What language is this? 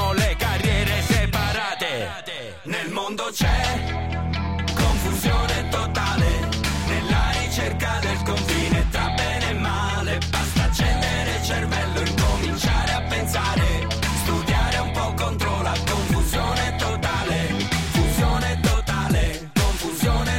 Italian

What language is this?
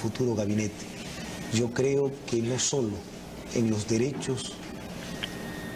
Spanish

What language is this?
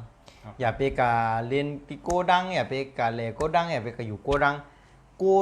Shan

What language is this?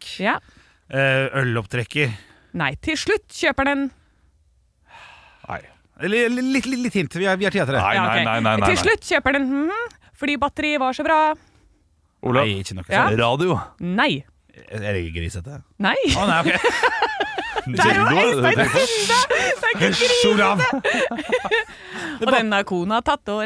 Norwegian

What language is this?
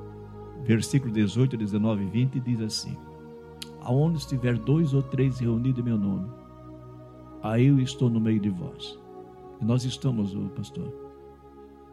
Portuguese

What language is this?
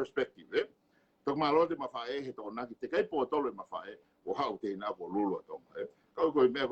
Tongan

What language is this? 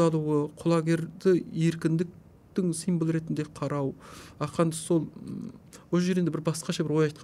Kazakh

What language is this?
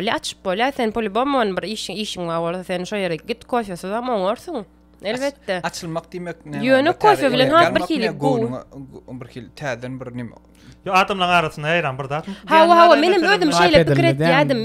Turkmen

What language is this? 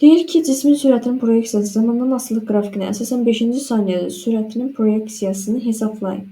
Azerbaijani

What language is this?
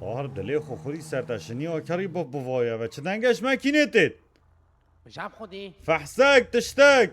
Kurdish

